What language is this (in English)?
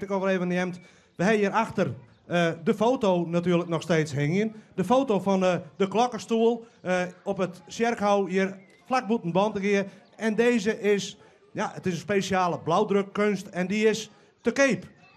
Western Frisian